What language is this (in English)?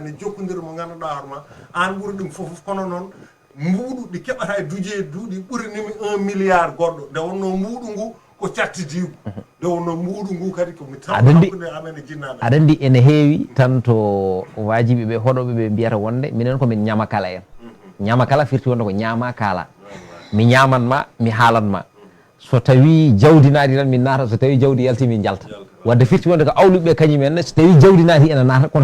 Fula